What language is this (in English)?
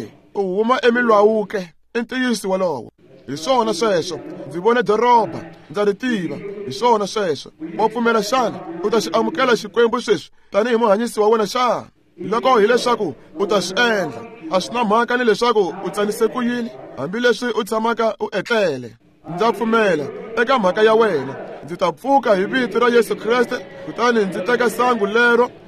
Tsonga